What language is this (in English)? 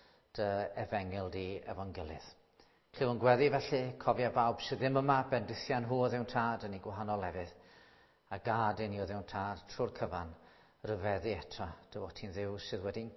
Welsh